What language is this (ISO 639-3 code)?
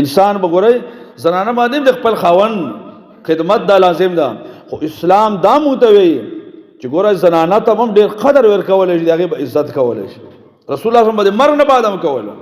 pus